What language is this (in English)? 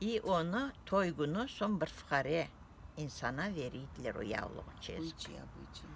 Crimean Tatar